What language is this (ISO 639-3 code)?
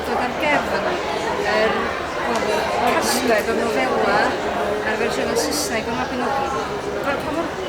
cym